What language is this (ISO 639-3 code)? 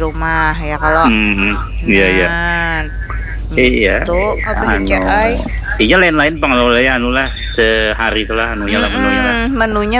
bjn